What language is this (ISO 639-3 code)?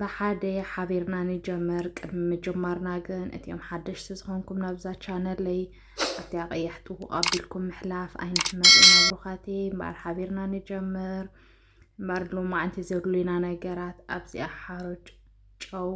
tir